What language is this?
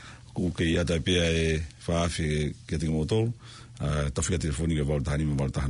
Tongan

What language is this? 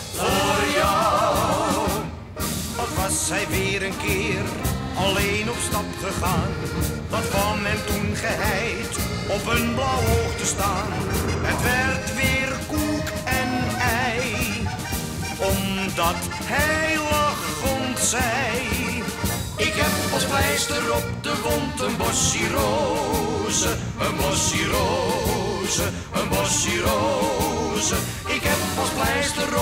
Dutch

